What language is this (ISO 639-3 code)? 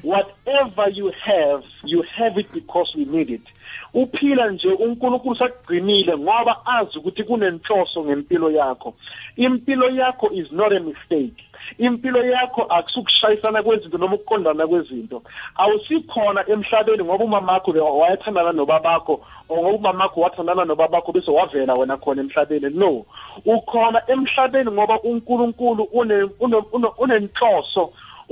nbl